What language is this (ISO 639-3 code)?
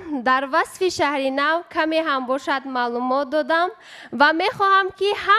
tgk